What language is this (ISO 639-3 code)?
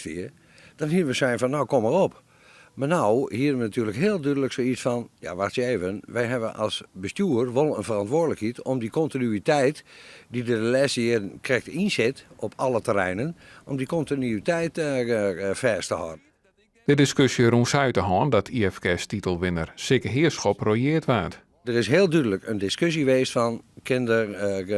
fry